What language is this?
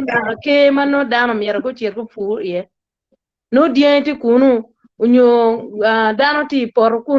Acoli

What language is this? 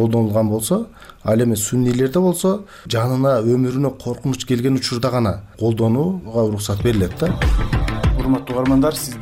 Kyrgyz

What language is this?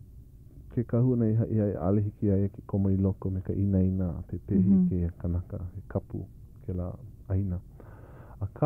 Hawaiian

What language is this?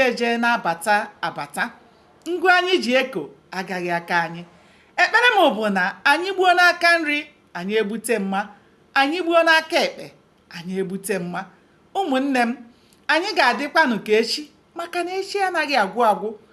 Igbo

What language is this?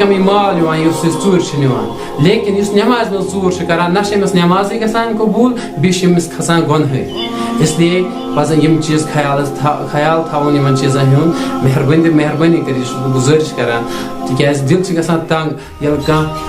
Kashmiri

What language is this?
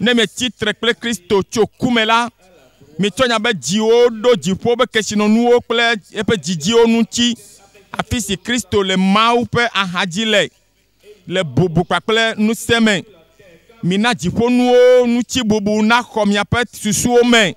Ewe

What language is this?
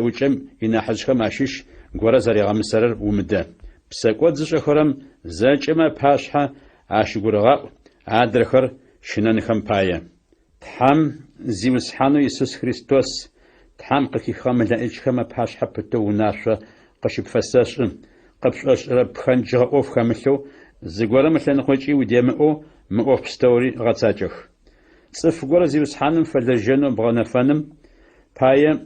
Adyghe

